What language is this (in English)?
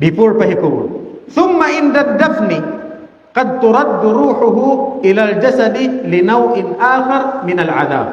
Tausug